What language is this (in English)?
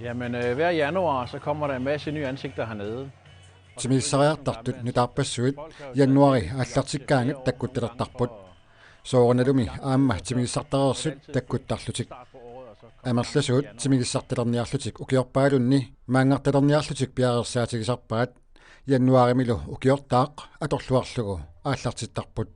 Kalaallisut